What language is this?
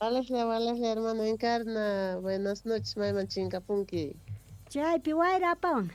South Bolivian Quechua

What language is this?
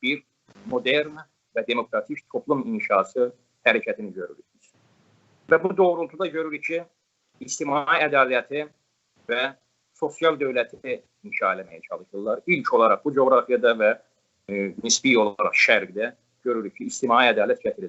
South Azerbaijani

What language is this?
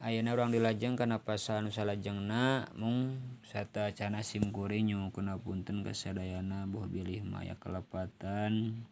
Sundanese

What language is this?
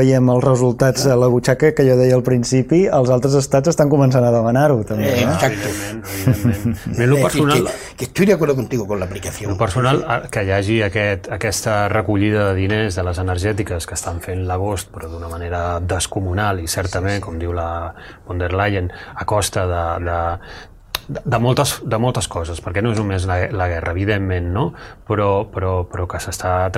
Catalan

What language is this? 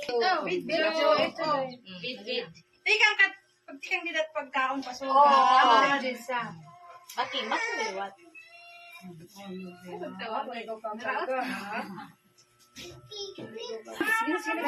Waray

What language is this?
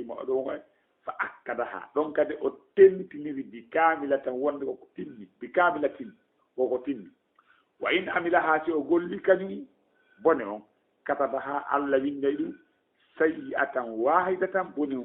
Fula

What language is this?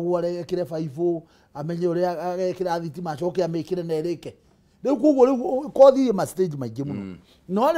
Kikuyu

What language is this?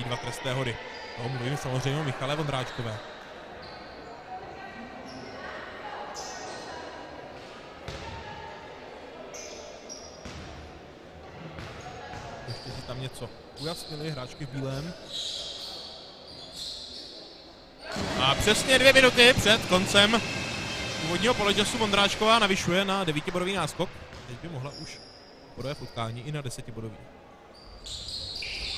Czech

